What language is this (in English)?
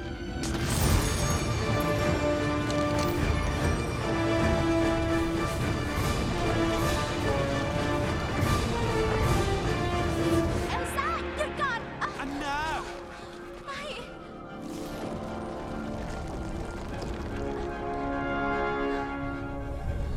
Thai